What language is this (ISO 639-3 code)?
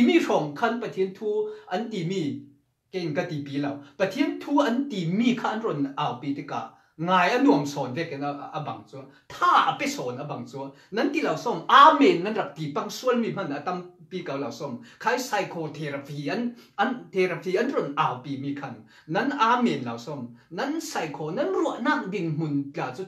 cfm